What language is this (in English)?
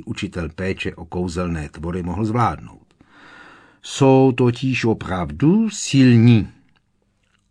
Czech